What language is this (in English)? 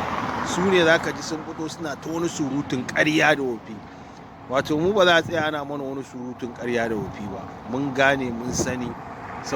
Hausa